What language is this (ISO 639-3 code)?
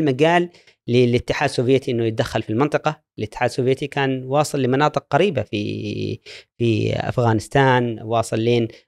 afb